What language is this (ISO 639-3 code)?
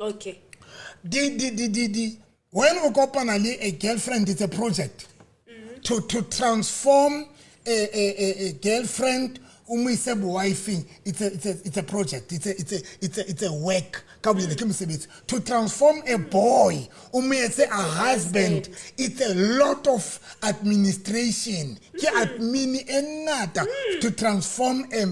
sot